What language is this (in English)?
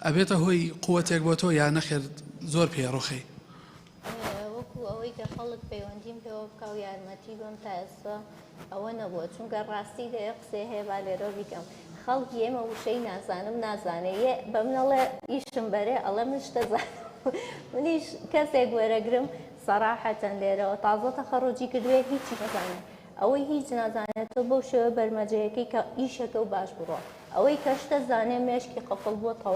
Central Kurdish